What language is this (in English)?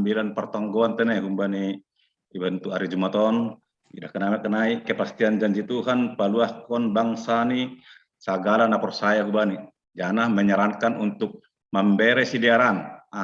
Batak Simalungun